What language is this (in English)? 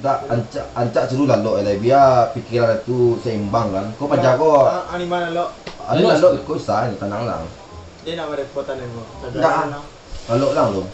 Minangkabau